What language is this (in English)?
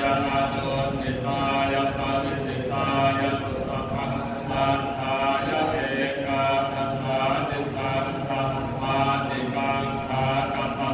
Pali